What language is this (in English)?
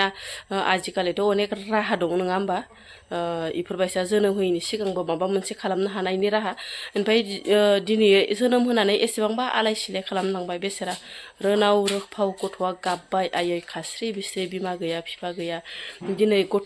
Bodo